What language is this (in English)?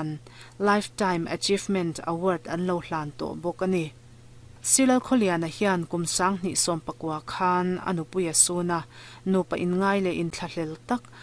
Mizo